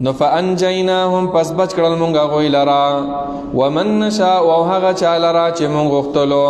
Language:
Pashto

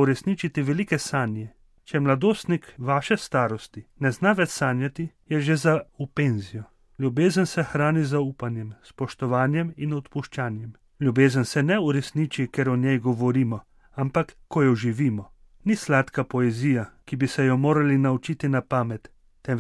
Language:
Slovenian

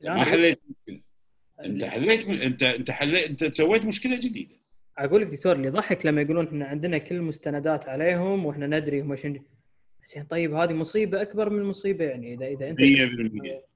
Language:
Gulf Arabic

